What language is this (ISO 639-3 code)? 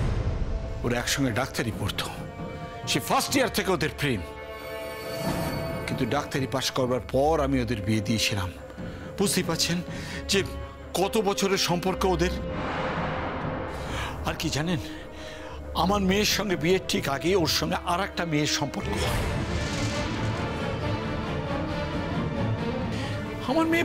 ben